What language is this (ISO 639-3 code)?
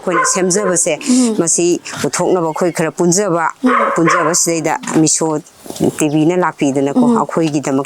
mni